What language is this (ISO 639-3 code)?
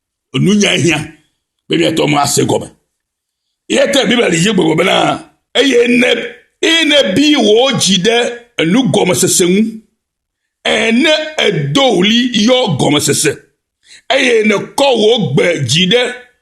ewe